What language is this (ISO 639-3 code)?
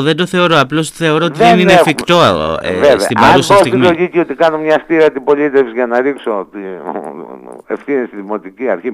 ell